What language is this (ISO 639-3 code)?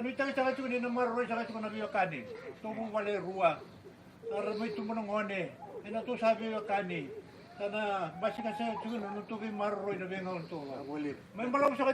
fij